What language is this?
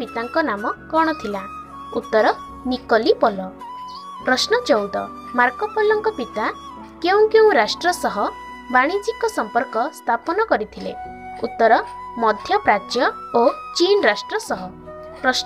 Odia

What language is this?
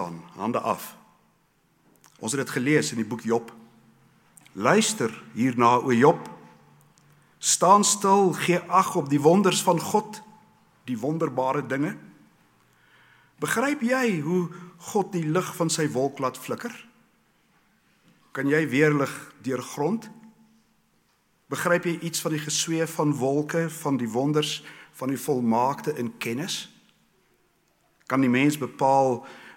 Afrikaans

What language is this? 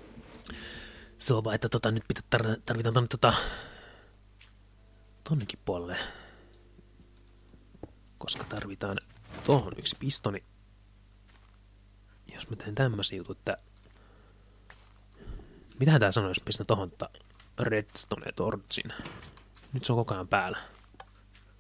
Finnish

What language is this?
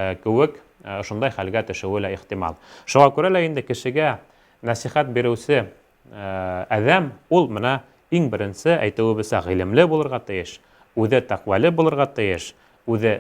Bashkir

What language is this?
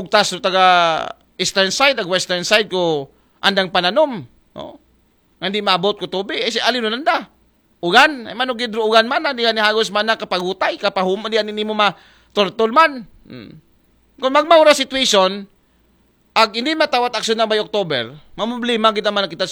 Aklanon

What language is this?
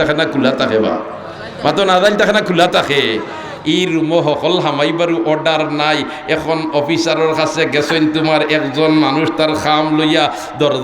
Sylheti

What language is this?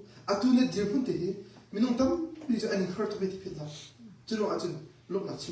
Hakha Chin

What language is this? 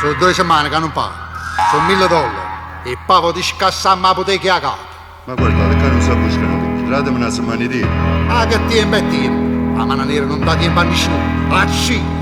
Neapolitan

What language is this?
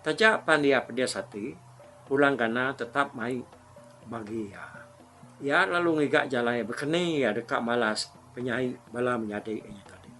Iban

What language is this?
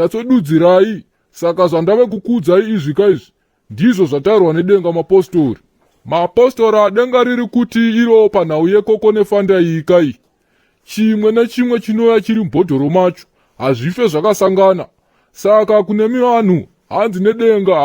Shona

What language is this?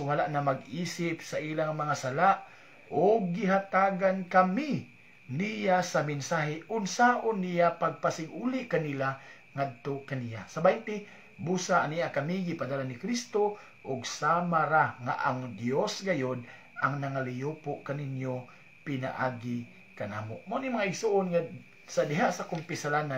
Cebuano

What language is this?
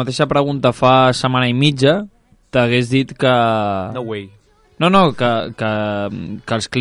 Catalan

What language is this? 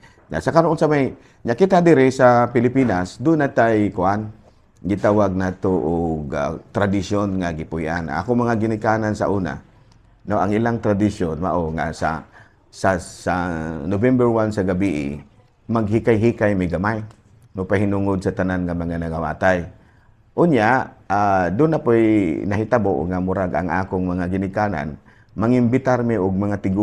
Cebuano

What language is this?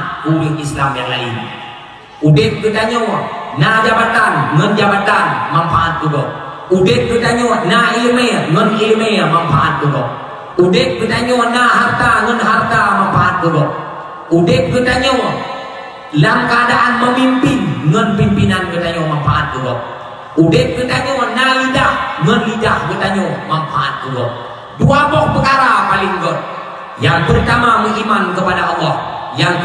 Achinese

